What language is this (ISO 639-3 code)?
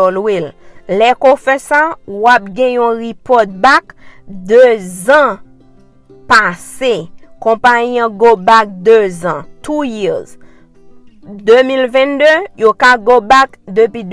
hat